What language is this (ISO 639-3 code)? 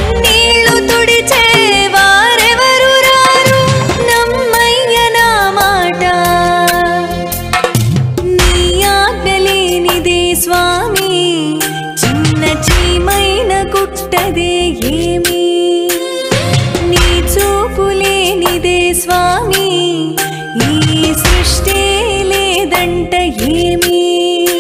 tel